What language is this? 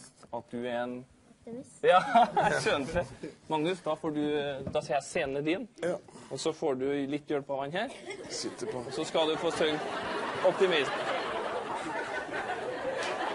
Norwegian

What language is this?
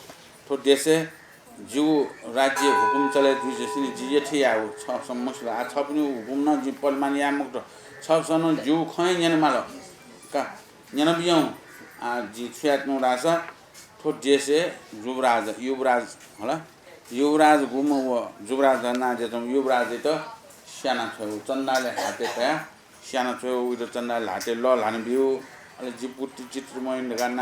Newari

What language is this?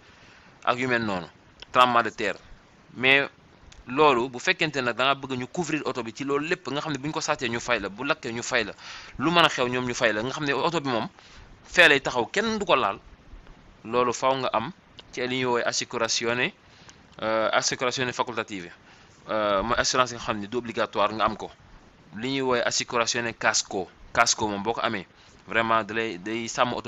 Wolof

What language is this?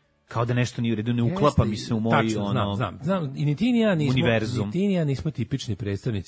Serbian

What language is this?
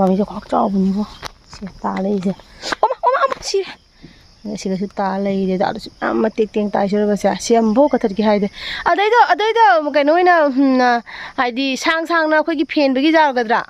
Manipuri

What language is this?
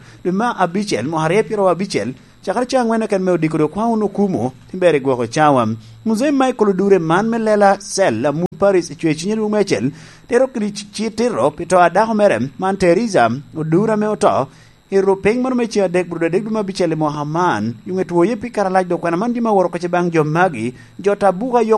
Lango (Uganda)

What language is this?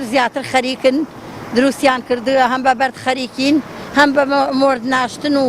Central Kurdish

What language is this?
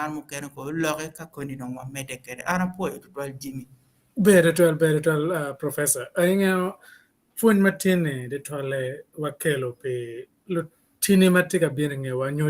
Acoli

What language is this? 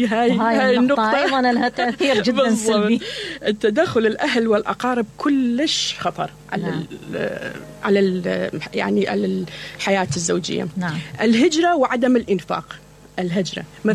Mesopotamian Arabic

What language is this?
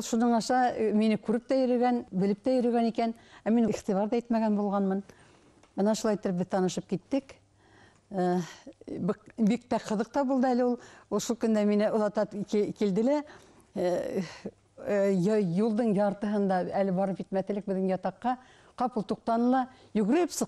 Bashkir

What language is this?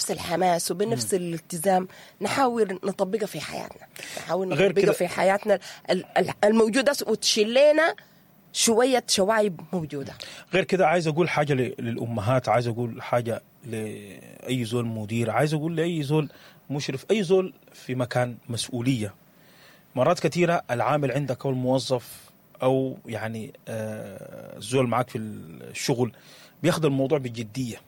Sudanese Arabic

